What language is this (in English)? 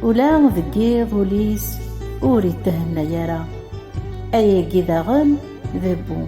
Kabyle